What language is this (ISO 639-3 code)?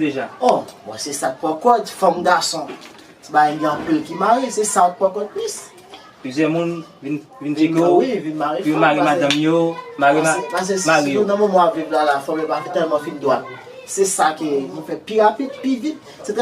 hat